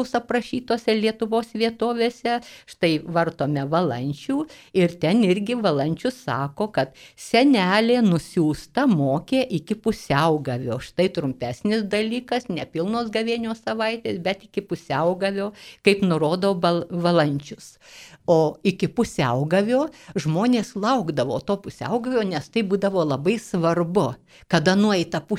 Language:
Lithuanian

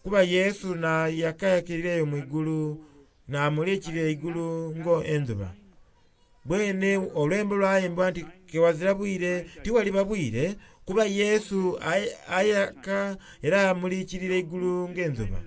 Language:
Soga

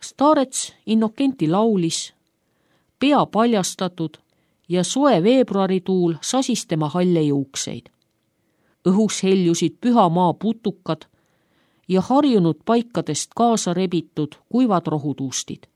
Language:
Estonian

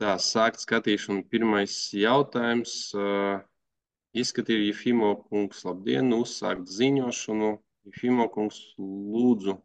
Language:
Latvian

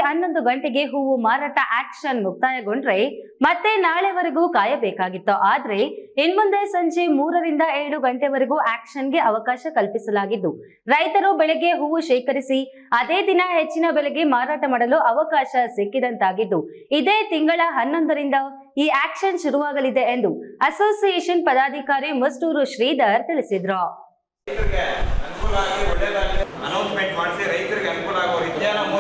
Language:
Kannada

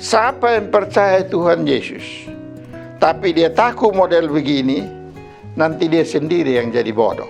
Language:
Kupang Malay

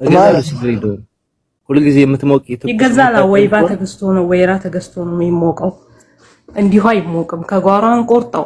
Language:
Amharic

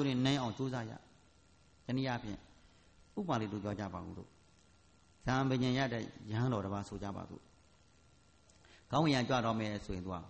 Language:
Burmese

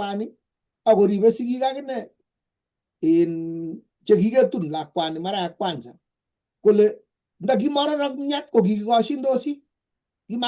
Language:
Kalenjin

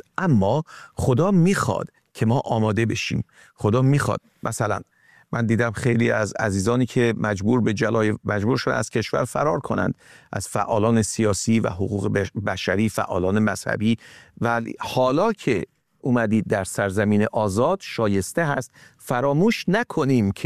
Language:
Persian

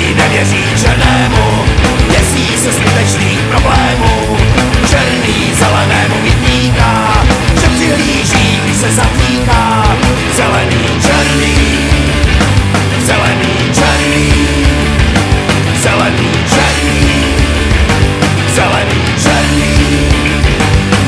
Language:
Czech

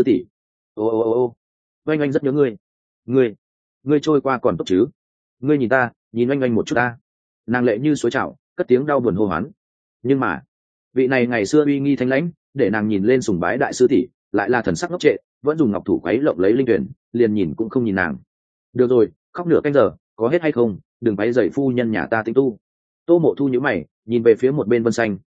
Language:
Vietnamese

